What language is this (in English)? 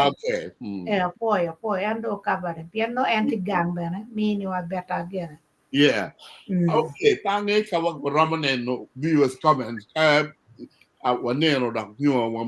Acoli